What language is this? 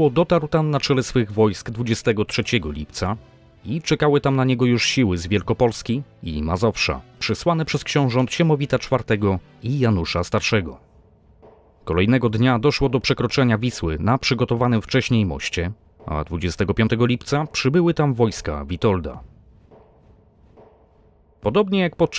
Polish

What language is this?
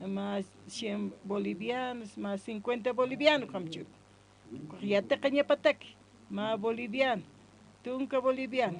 Aymara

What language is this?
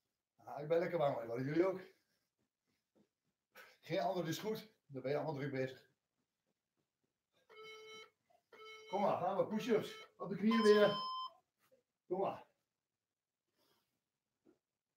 Dutch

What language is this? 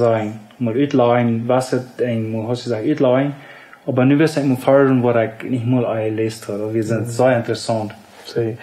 Plautdietsch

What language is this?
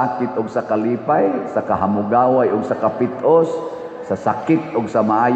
Cebuano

